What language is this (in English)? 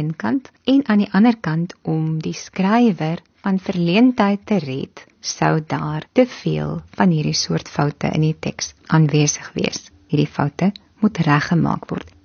Afrikaans